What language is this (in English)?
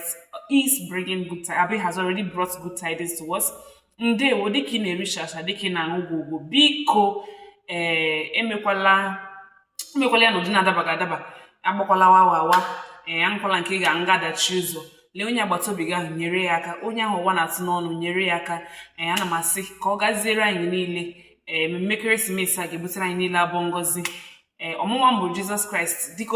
Igbo